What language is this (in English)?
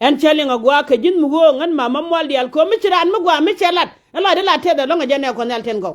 Nuer